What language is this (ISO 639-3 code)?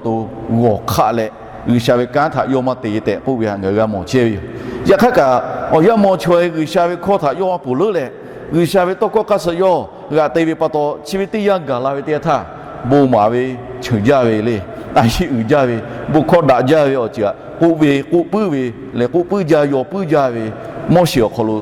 lhu